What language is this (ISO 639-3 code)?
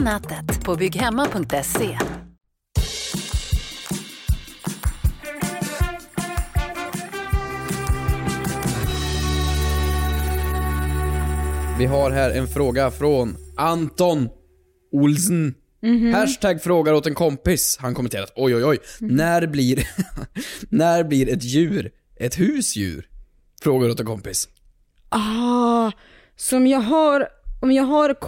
swe